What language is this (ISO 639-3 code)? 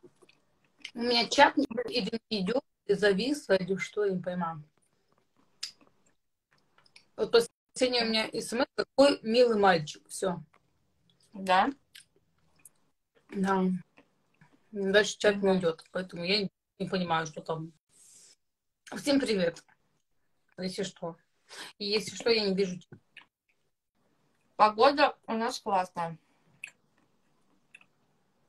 rus